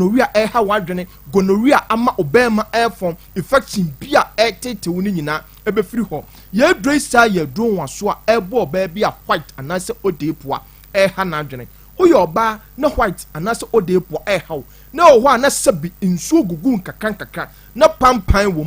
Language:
Akan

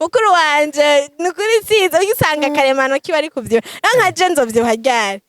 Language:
Rundi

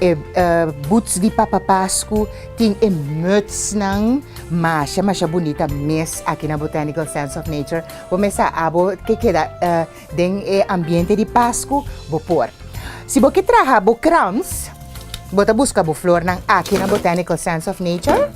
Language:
Papiamento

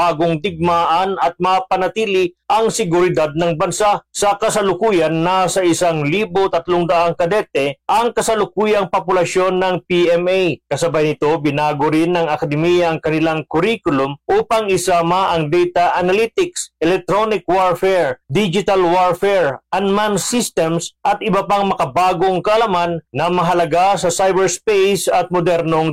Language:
Filipino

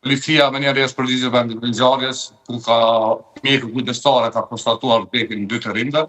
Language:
Albanian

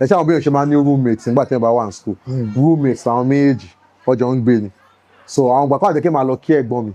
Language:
Yoruba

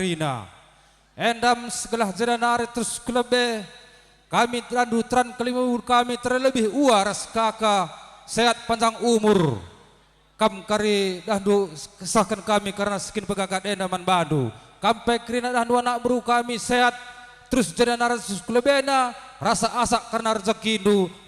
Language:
Batak Karo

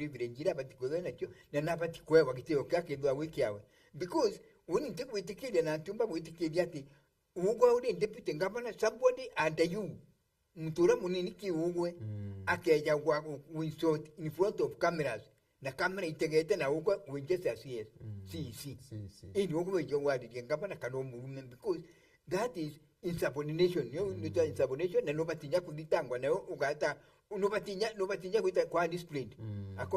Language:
Meru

